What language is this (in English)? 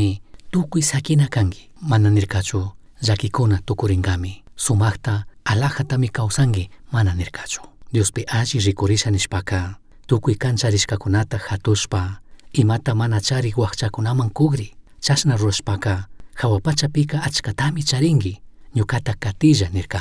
Chimborazo Highland Quichua